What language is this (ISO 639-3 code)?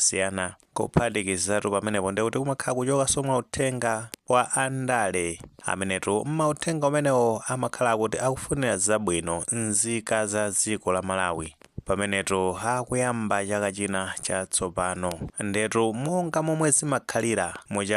nya